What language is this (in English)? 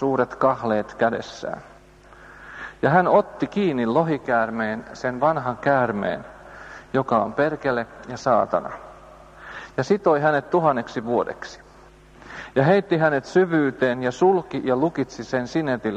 Finnish